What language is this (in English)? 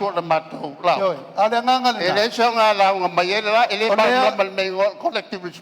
Samoan